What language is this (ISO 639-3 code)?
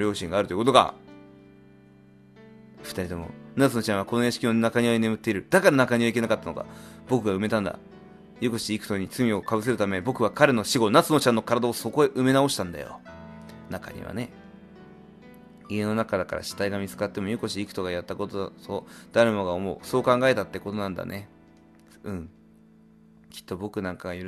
jpn